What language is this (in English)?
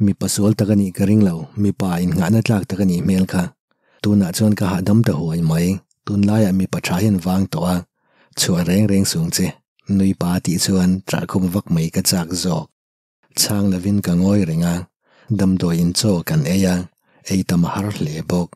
Mizo